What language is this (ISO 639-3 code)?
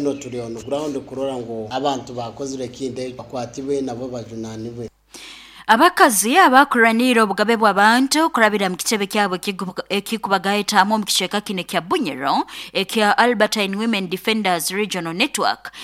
nyo